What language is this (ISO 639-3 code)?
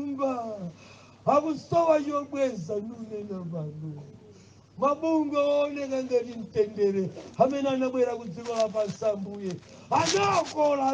nya